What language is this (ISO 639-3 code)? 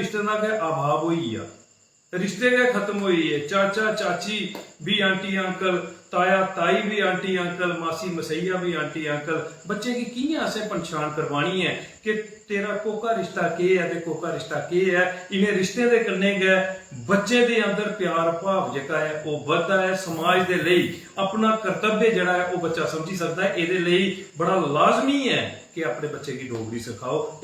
doi